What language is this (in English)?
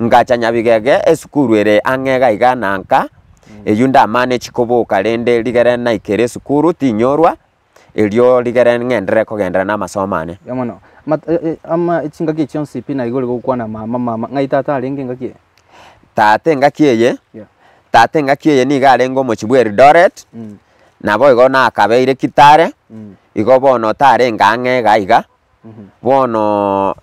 Gusii